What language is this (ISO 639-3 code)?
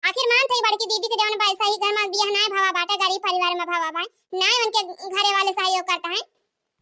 awa